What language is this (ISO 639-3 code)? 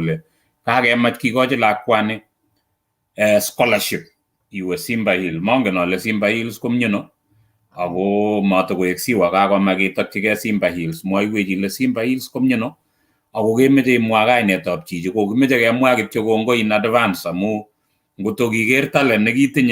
kln